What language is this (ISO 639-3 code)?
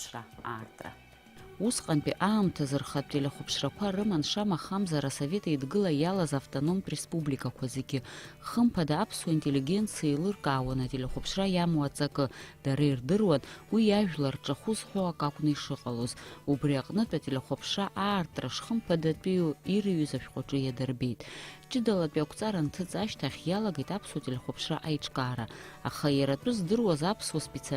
abk